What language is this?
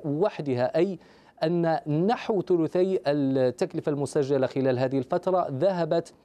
Arabic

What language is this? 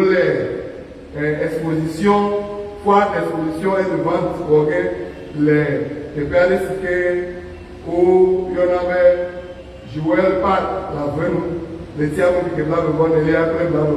Ewe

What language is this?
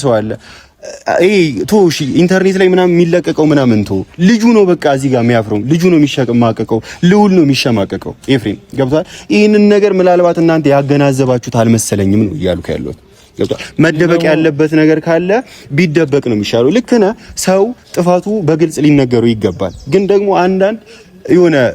Amharic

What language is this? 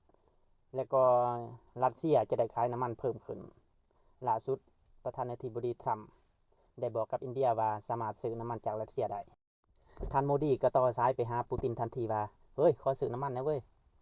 Lao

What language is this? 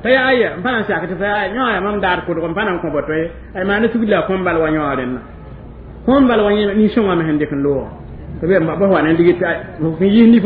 Mossi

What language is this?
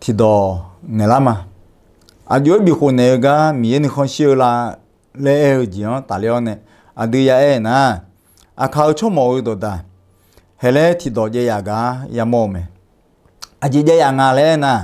Akha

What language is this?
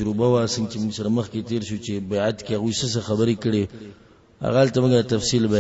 Pashto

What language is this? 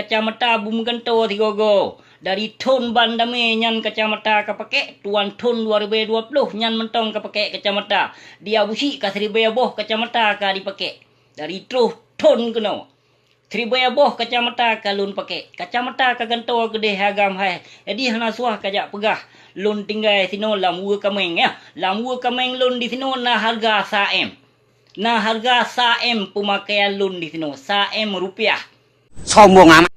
Achinese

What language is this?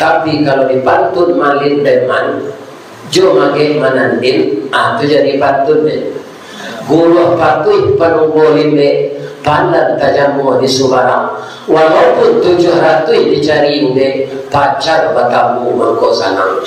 Minangkabau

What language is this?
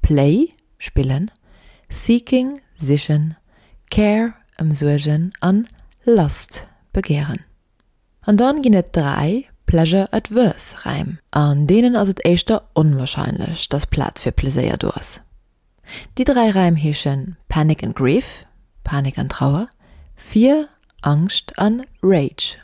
Luxembourgish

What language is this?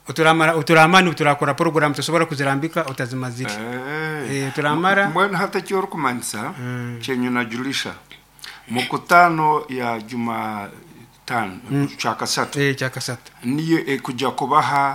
Nyoro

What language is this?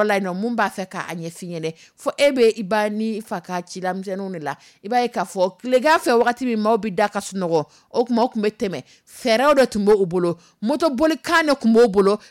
Dyula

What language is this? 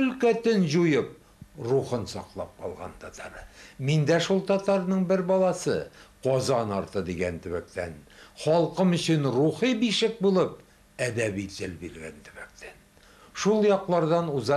Tatar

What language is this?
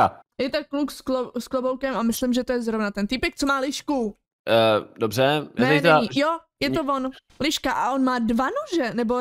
Czech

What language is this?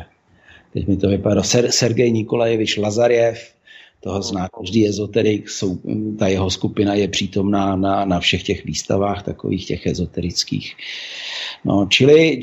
Czech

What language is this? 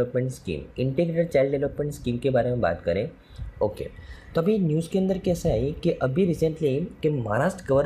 Hindi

